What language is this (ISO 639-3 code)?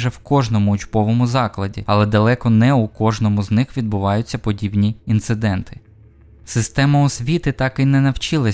ukr